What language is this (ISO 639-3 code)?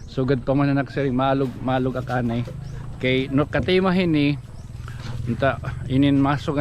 war